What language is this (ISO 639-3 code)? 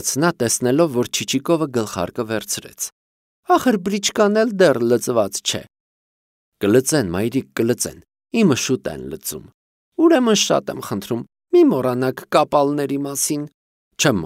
hye